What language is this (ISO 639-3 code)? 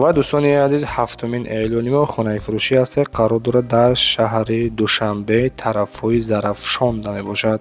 tgk